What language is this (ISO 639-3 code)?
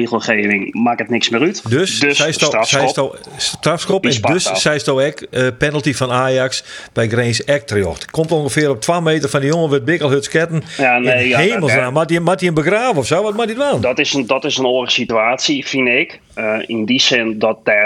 fry